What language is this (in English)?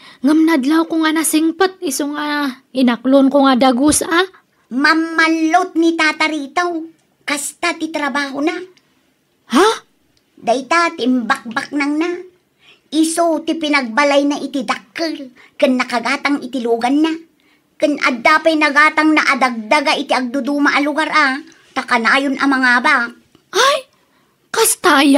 Iloko